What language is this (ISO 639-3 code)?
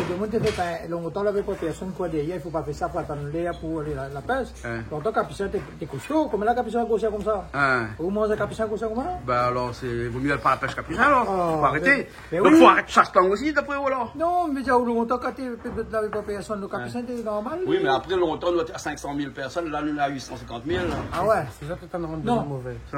rcf